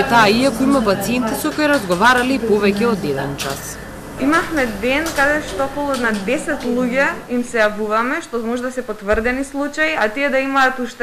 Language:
Macedonian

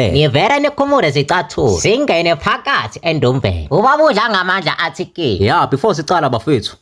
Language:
Zulu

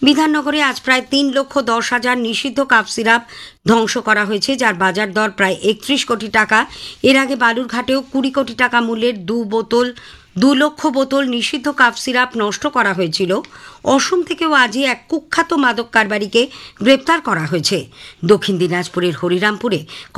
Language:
Bangla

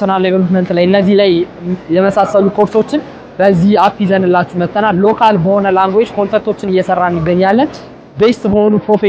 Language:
Amharic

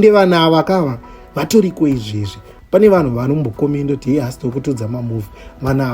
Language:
Shona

